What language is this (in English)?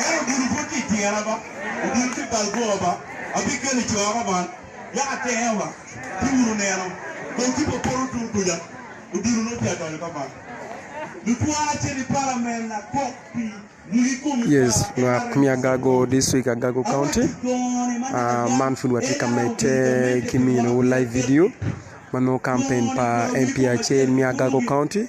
Acoli